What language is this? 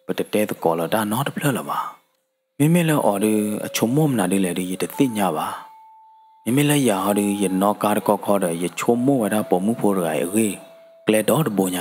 S'gaw Karen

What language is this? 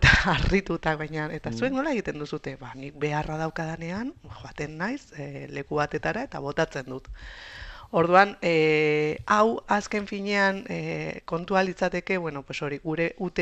Basque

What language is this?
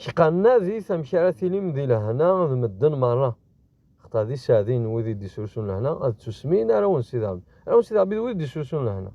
Kabyle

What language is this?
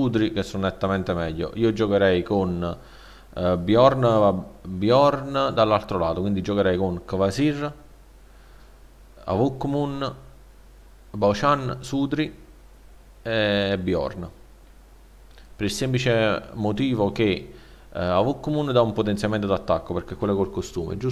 Italian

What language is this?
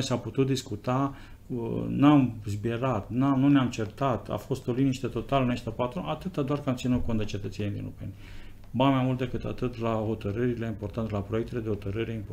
Romanian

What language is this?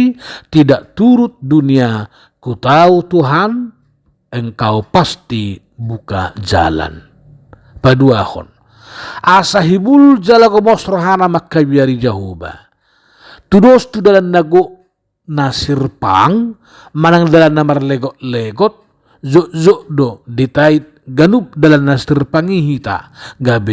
Batak Toba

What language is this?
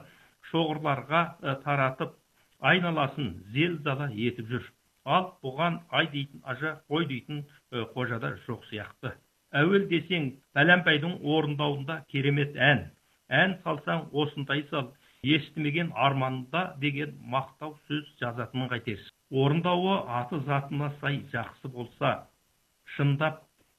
Kazakh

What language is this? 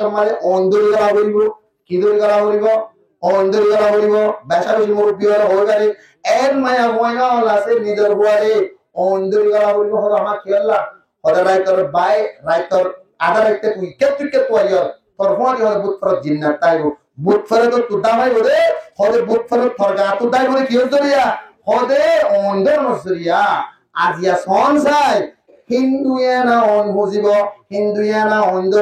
Rohingya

